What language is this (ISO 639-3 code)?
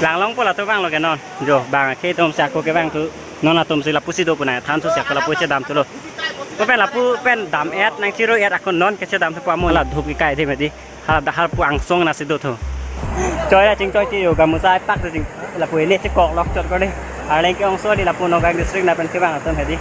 mjw